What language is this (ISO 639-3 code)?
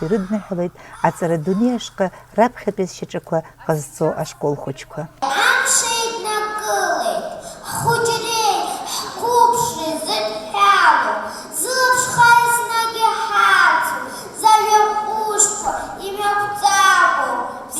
abk